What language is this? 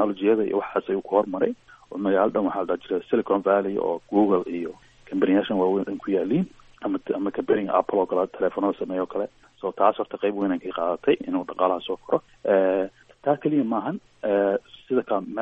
Somali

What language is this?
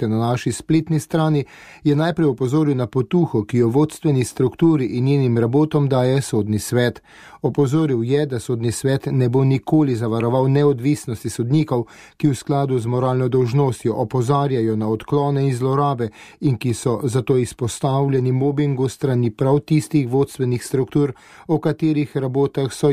Slovenian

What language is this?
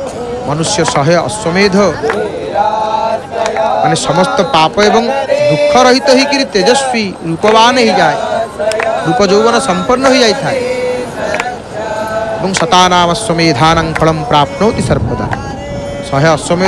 Odia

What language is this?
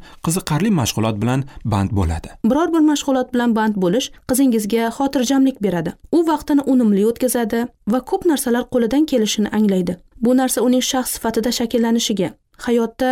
Uzbek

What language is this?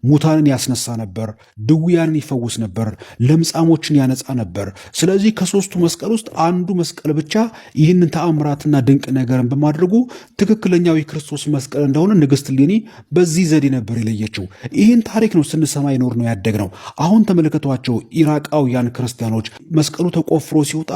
Amharic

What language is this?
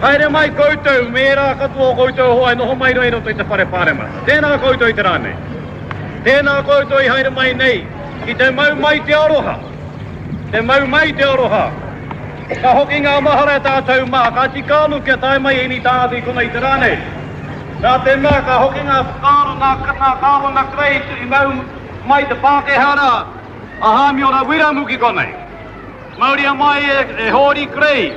Māori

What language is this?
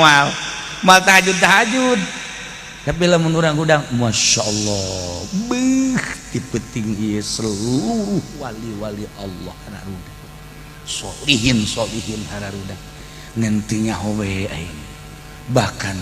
Sundanese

